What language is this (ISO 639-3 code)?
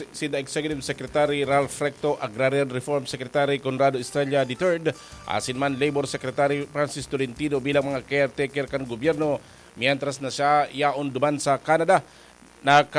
bik